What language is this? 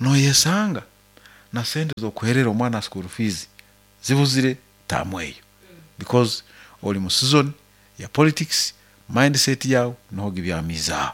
Nyoro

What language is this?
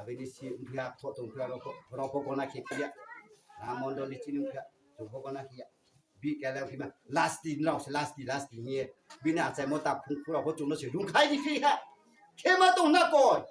Riang (India)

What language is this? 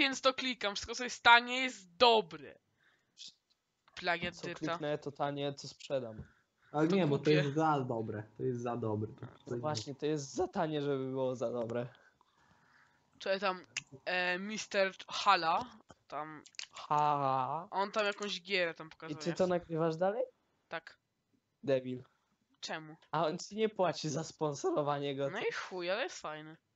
Polish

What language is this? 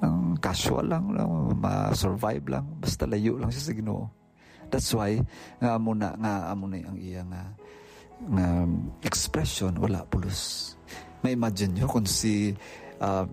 Hiligaynon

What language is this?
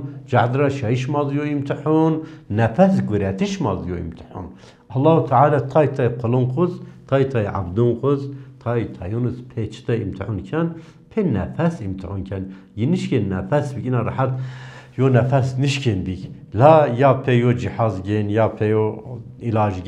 Zaza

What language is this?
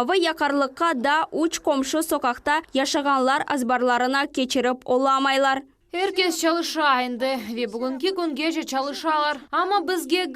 Crimean Tatar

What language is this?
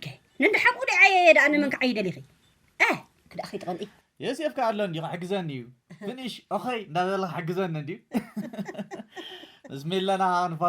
Tigrinya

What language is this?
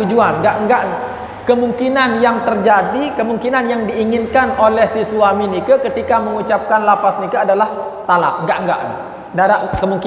Sasak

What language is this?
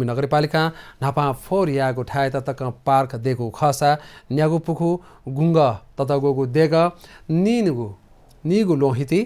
Newari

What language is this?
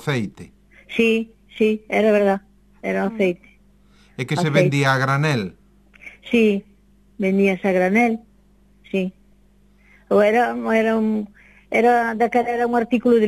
Galician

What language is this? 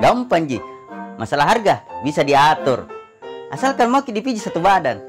Makassar Malay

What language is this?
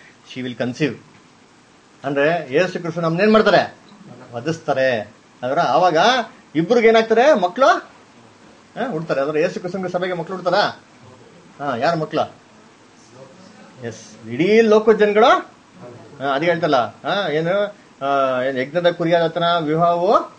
Kannada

